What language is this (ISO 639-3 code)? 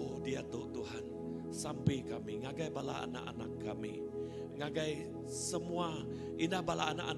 iba